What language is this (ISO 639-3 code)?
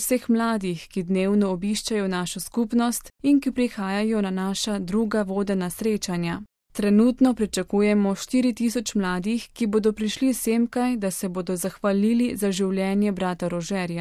slv